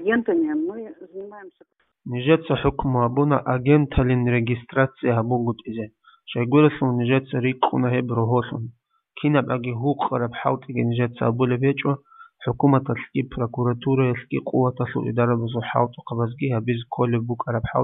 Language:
Avaric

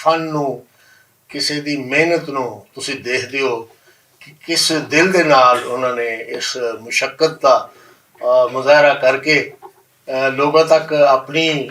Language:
Western Panjabi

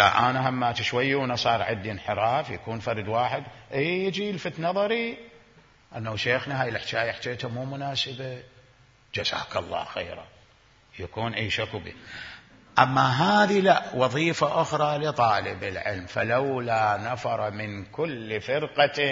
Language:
Mesopotamian Arabic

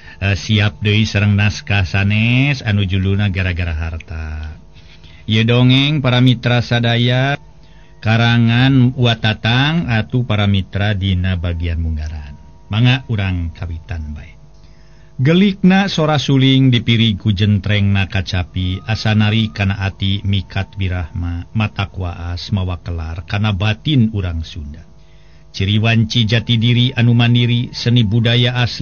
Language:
Sundanese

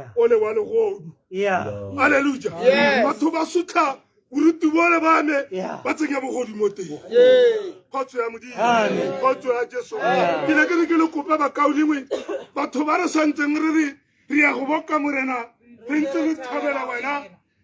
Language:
Tswana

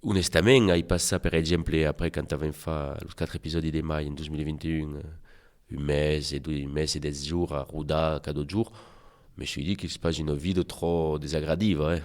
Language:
Occitan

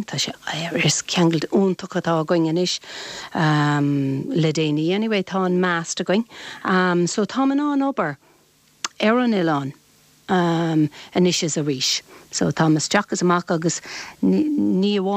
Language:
Irish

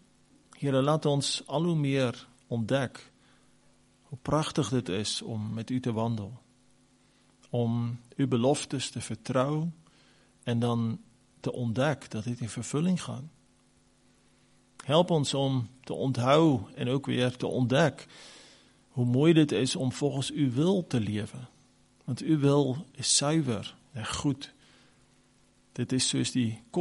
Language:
Afrikaans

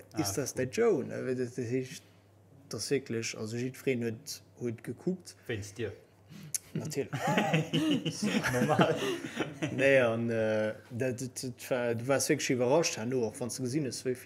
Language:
Luxembourgish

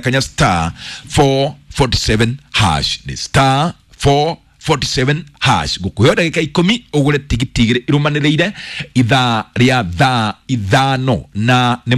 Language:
Kikuyu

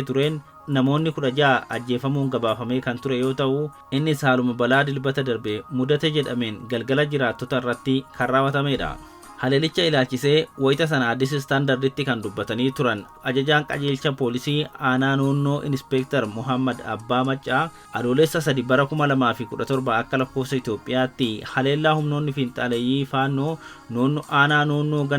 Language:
Oromo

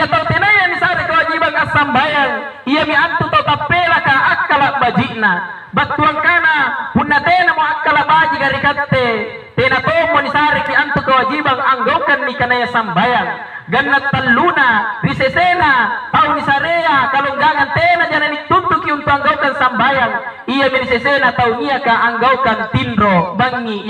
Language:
Makasar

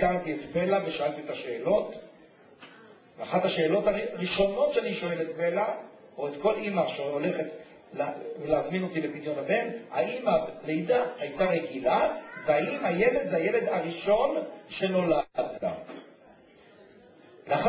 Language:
Hebrew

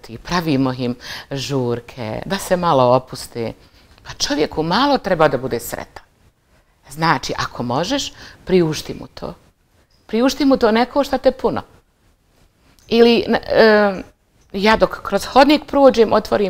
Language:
Bosnian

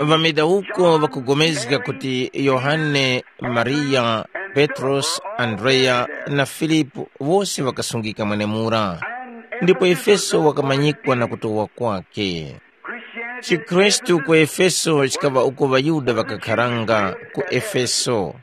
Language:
Tumbuka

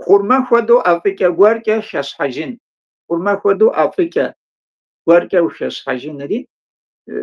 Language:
Kabardian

